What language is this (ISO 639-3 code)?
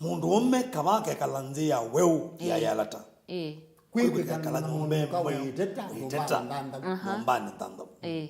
kam